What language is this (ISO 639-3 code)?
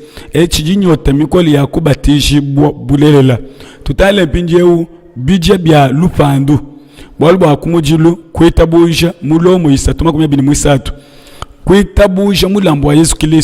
lua